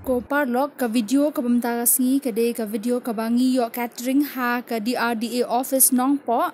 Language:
Khasi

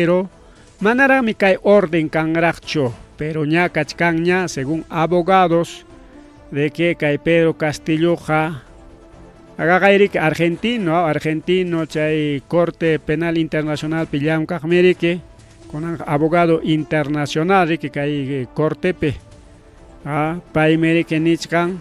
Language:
Ayacucho Quechua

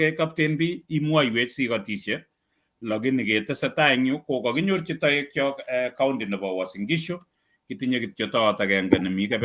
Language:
Kalenjin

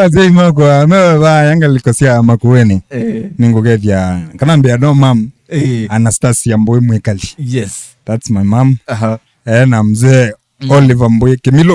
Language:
Kamba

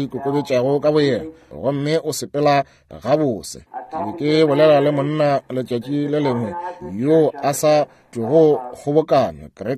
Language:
Northern Sotho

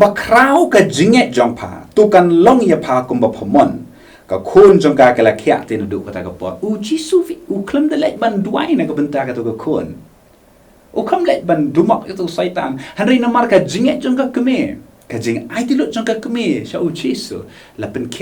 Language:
Khasi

